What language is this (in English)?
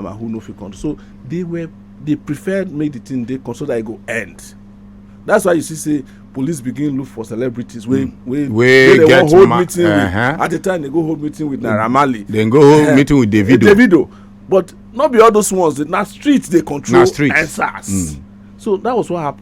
Nigerian Pidgin